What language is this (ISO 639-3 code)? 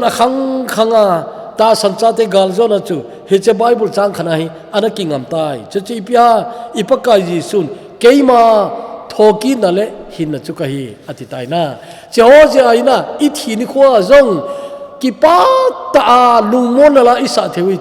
tcz